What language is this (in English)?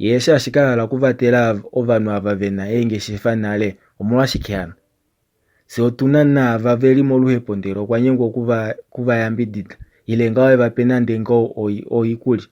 Kuanyama